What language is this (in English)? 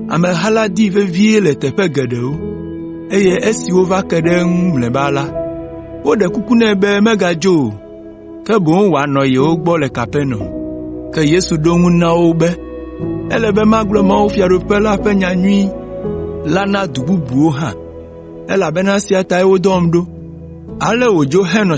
Ewe